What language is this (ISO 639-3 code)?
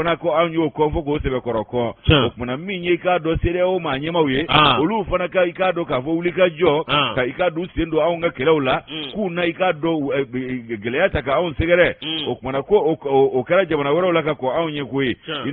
bam